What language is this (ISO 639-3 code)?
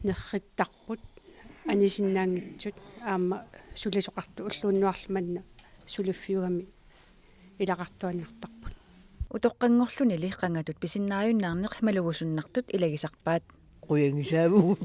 kal